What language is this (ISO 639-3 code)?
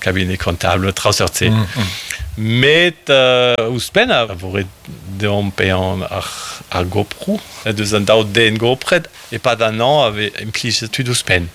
bre